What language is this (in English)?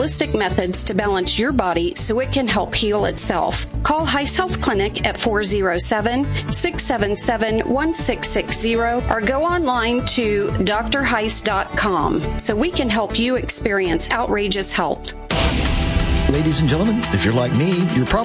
English